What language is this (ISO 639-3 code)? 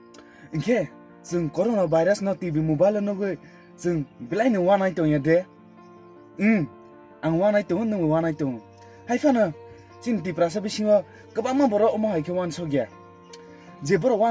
trp